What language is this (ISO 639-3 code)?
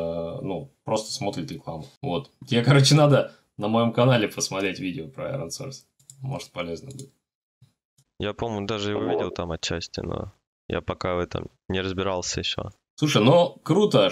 rus